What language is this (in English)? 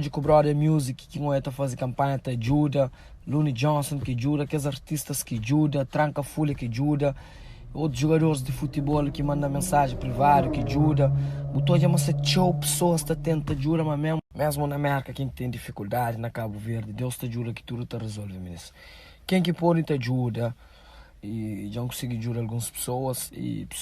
Kabuverdianu